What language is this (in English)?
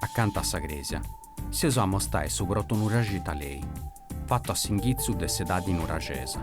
Sardinian